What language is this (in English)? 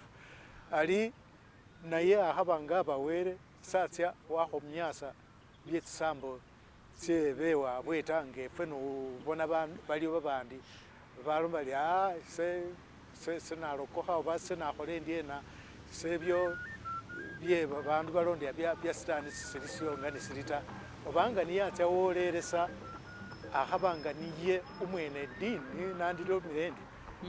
Masaaba